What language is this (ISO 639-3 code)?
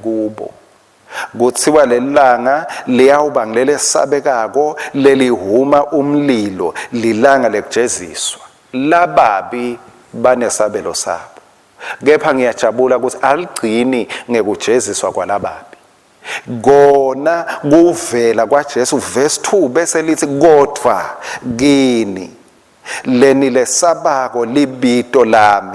ssw